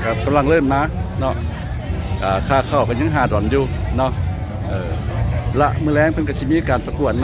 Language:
Lao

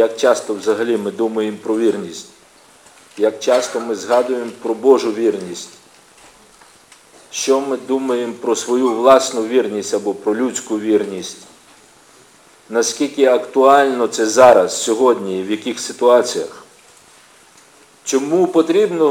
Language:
Ukrainian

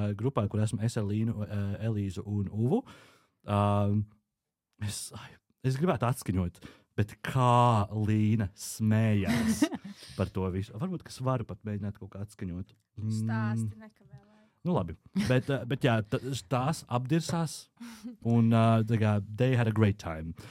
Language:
Latvian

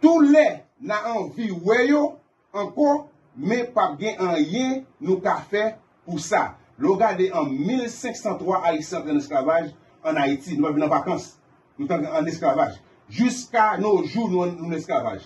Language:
Haitian Creole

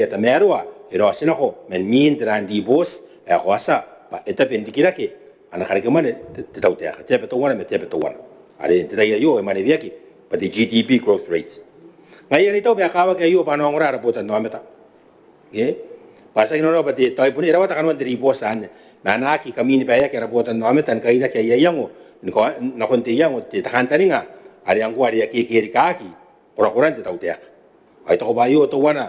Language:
Gilbertese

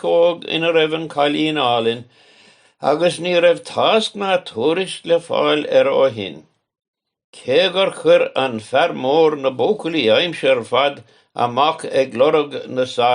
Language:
Irish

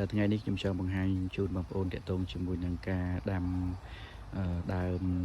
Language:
Khmer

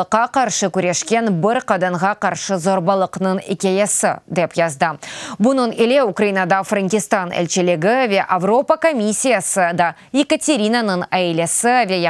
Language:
Crimean Tatar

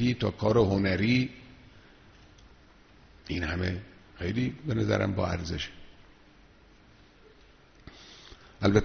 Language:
Persian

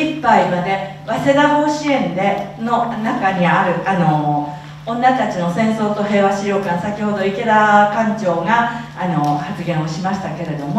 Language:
Japanese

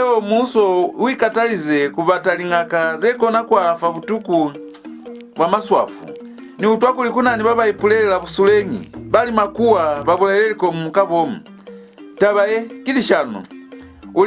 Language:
Lozi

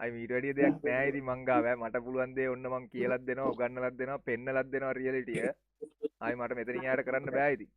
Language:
Sinhala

